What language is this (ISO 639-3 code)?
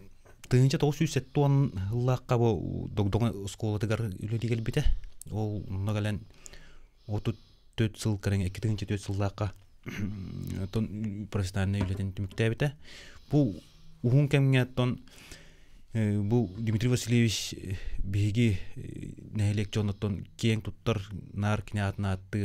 sah